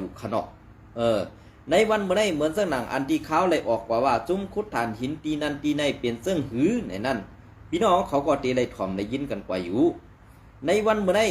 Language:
Shan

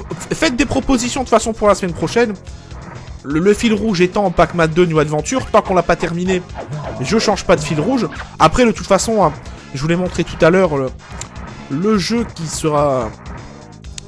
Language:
French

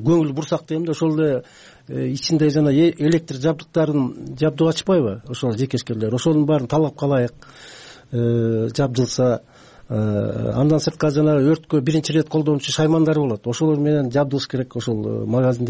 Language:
Kyrgyz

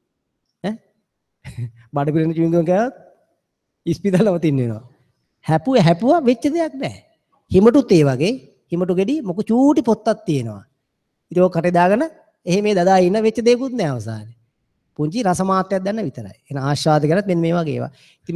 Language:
Sinhala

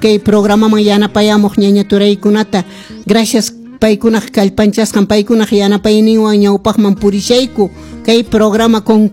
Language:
Quechua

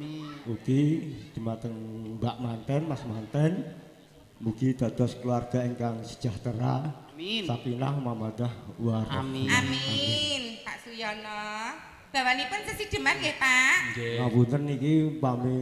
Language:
Javanese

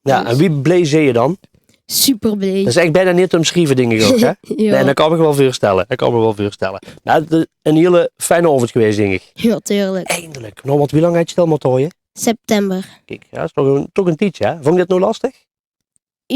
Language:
Limburgish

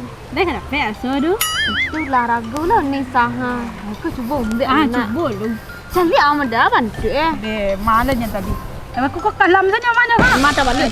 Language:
Minangkabau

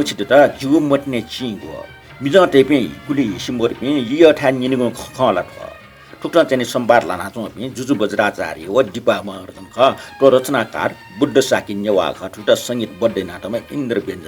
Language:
Newari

